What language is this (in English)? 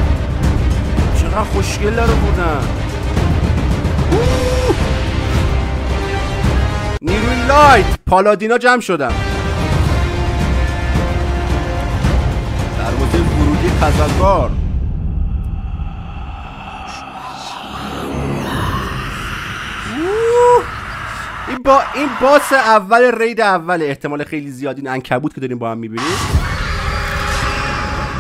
Persian